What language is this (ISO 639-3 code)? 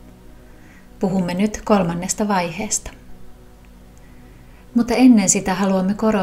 fin